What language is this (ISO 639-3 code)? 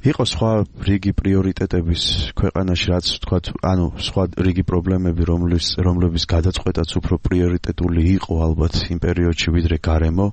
kat